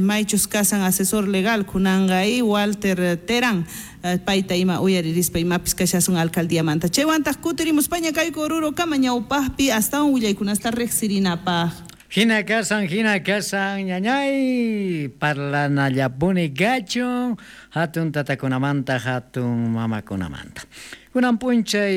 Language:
South Bolivian Quechua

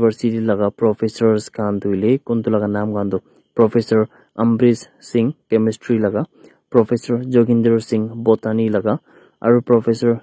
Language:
Naga Pidgin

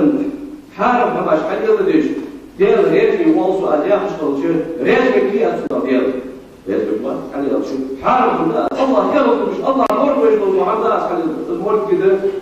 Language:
Ingush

